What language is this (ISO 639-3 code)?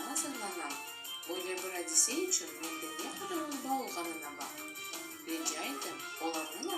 crh